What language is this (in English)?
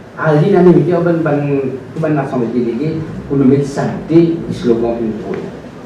Morisyen